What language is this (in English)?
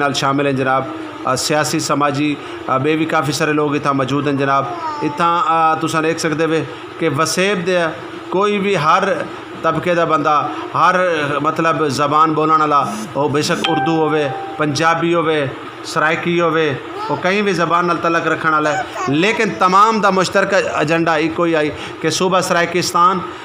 Saraiki